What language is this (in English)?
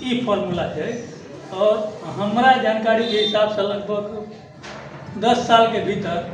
Maithili